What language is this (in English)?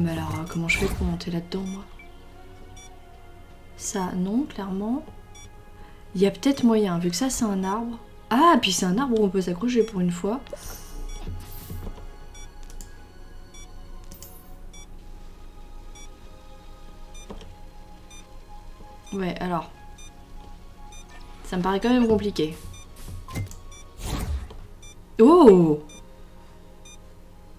French